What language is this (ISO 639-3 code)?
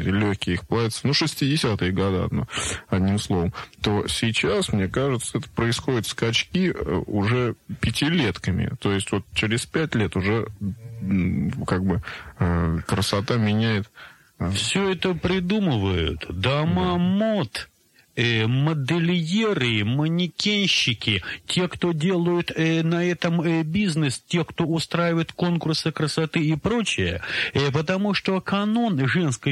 rus